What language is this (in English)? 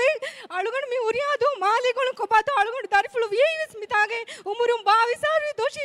Divehi